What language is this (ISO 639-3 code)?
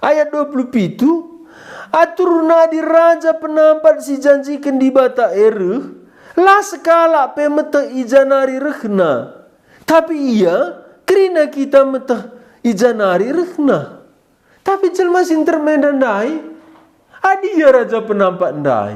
btx